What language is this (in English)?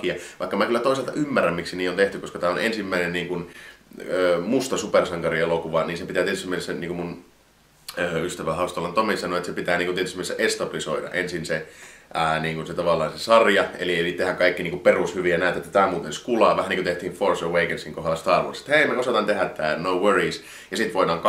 Finnish